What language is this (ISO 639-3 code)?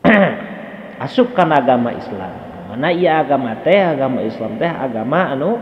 sun